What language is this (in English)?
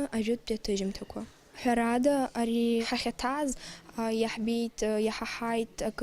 Abkhazian